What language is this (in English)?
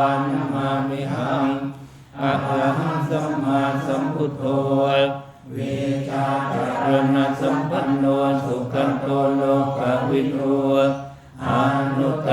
Pali